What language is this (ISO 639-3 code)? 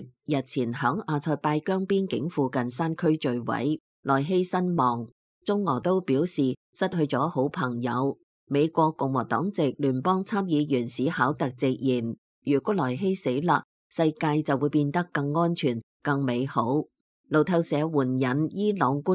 yue